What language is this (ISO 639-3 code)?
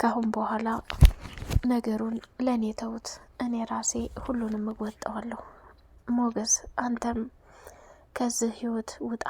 amh